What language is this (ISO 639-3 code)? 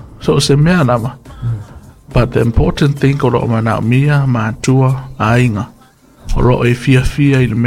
smo